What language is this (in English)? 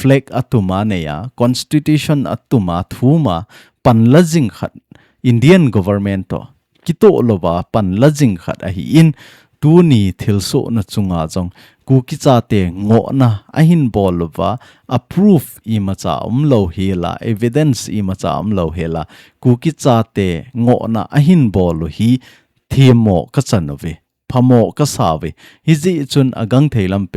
Thado Chin